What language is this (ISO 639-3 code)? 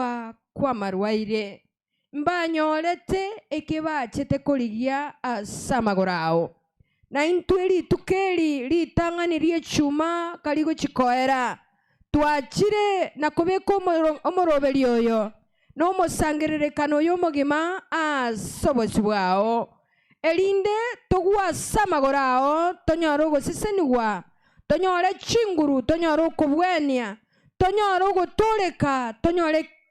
guz